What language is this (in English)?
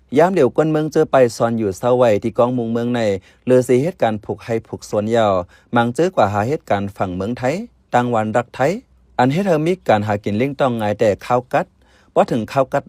Shan